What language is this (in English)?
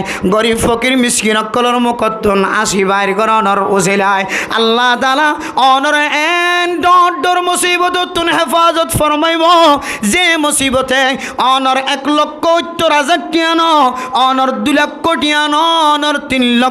Rohingya